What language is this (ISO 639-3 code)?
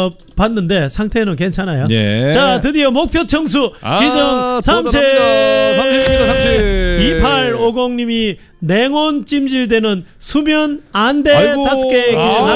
kor